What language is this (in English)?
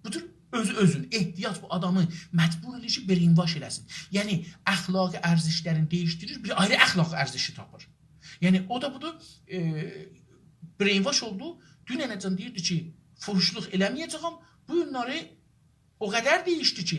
South Azerbaijani